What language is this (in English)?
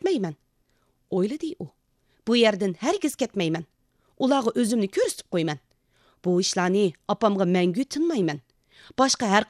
Uyghur